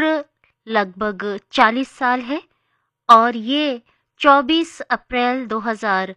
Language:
Hindi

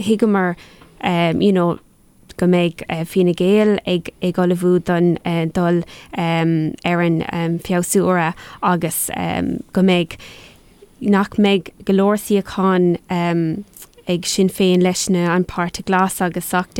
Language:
Irish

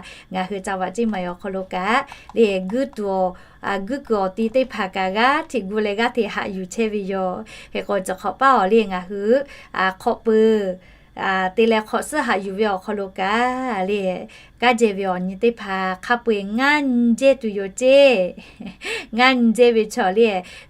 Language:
Lahu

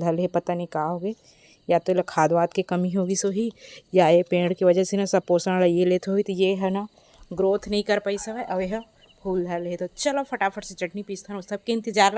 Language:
Chhattisgarhi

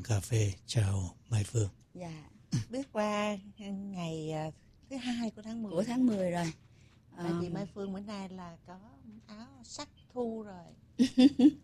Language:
Vietnamese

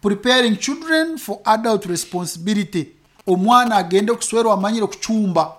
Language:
Nyoro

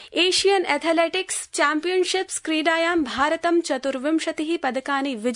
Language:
Sanskrit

